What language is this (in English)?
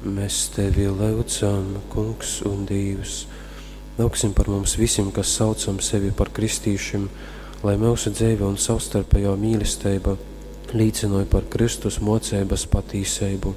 Latgalian